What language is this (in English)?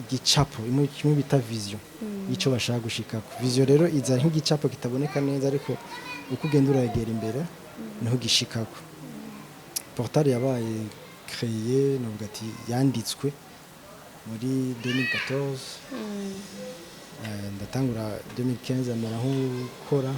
Rundi